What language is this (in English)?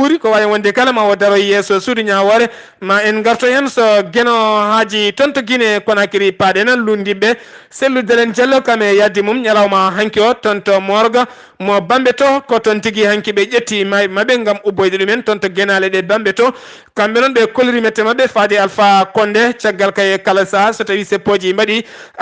Fula